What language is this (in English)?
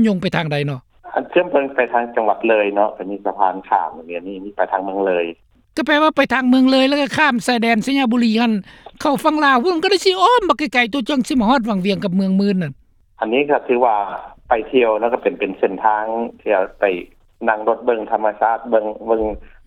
Lao